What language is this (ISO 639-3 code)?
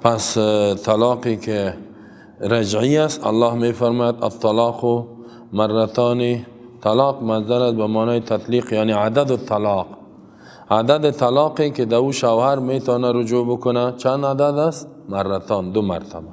fas